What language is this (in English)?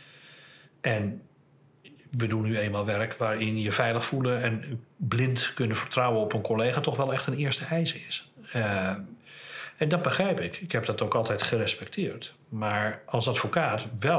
Dutch